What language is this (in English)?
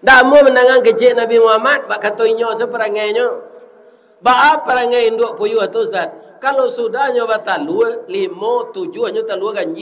Minangkabau